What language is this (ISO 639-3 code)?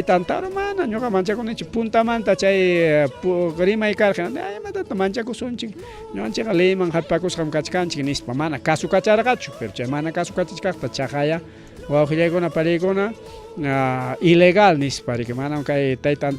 quy